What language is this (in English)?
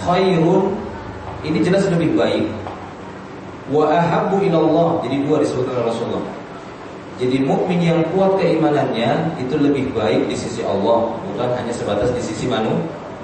Indonesian